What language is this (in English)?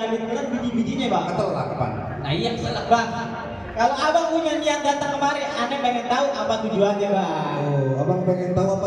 Betawi